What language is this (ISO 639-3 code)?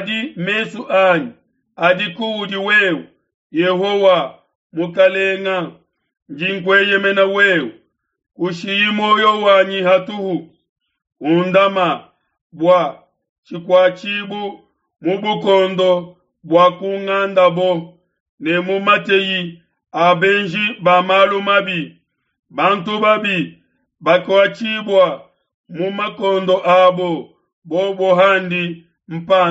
lua